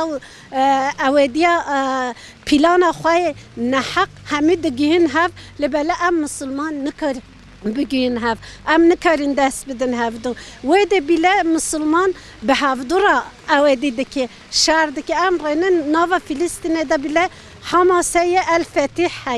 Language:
Kurdish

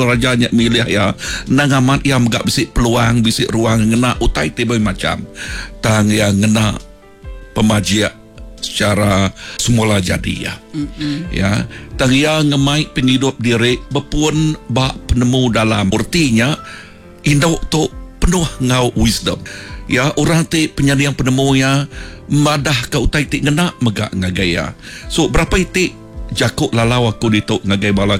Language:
Iban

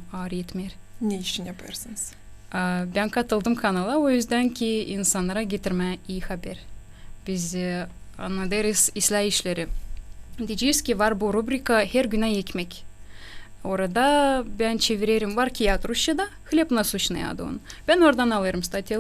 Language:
Gagauz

